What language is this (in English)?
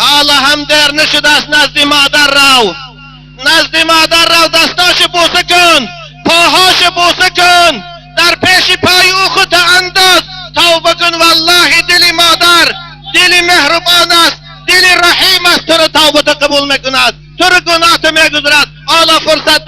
Tajik